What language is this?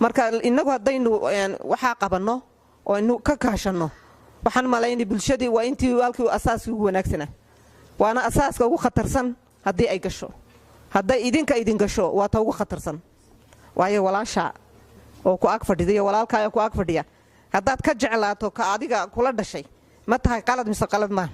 Somali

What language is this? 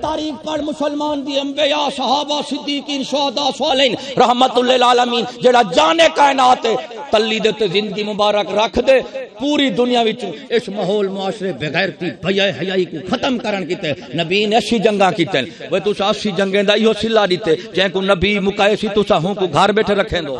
Saraiki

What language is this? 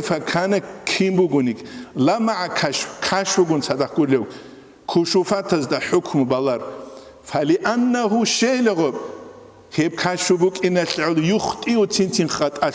Avaric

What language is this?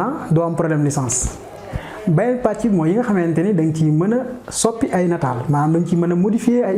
Wolof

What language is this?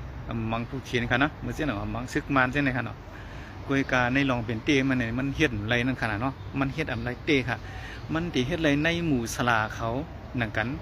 Shan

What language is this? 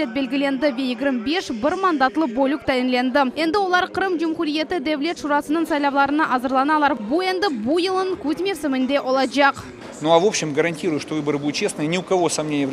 Crimean Tatar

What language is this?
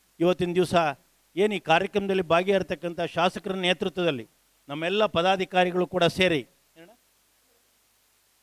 Kannada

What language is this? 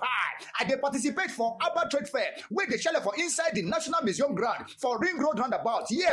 Nigerian Pidgin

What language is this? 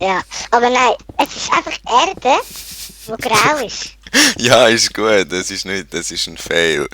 Swiss German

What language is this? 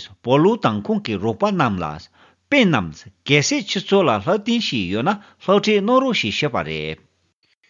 Tibetan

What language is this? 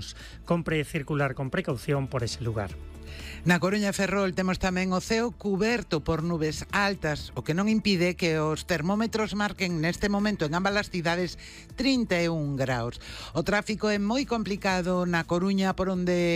Galician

